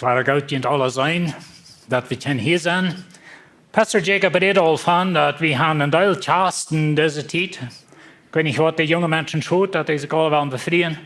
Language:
Plautdietsch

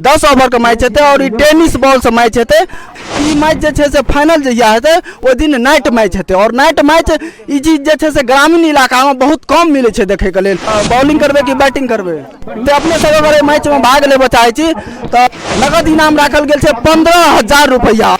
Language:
Maithili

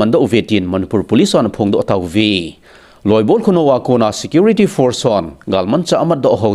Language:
Thado Chin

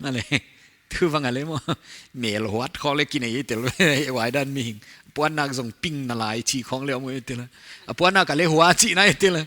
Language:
Paite Chin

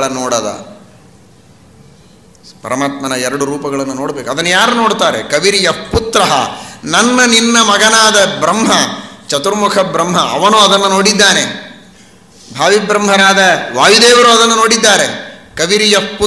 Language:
Kannada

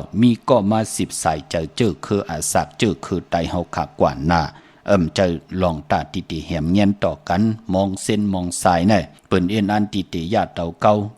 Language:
Shan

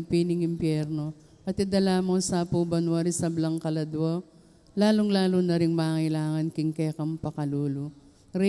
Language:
Pampanga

